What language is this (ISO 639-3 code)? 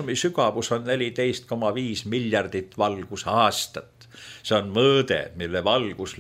est